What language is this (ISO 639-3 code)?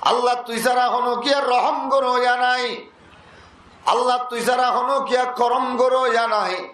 rhg